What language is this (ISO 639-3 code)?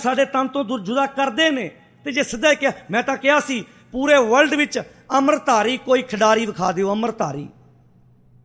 pan